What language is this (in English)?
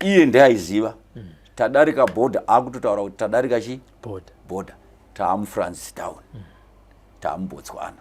Shona